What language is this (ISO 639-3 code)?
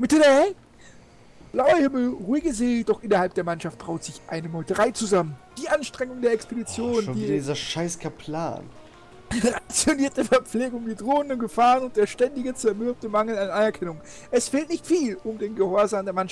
deu